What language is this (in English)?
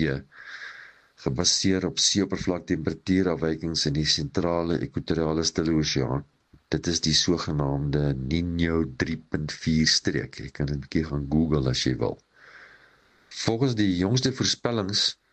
Afrikaans